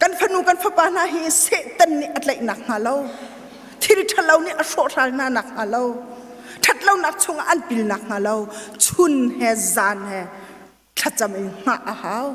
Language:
Hakha Chin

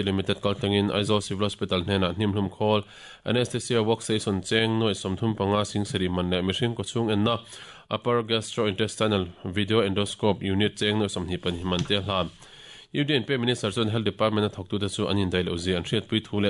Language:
Mizo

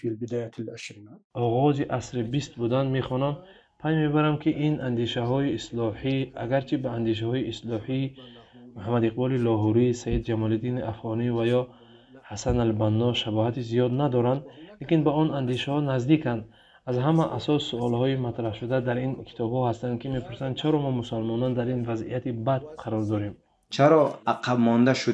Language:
Tajik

